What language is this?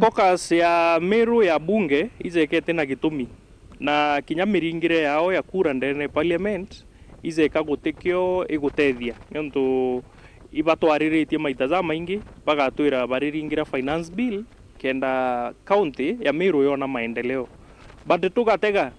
Meru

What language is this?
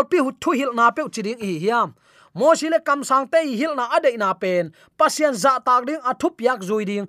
Tedim Chin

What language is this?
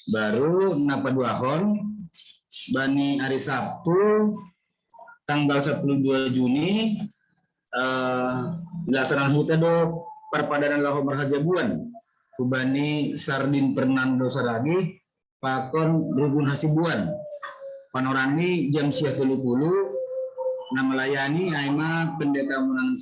Batak Simalungun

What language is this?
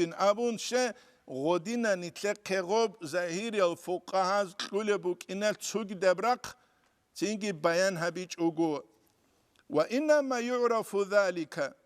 Avaric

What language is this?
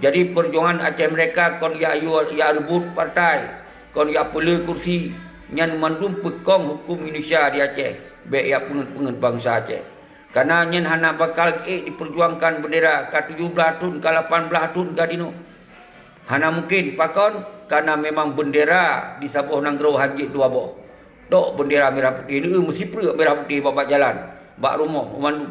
Achinese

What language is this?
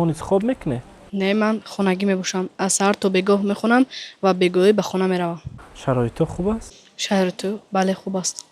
Tajik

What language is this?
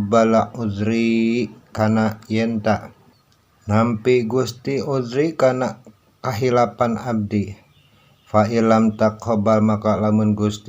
Sundanese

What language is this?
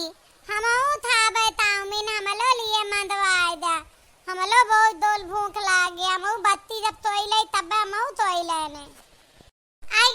Awadhi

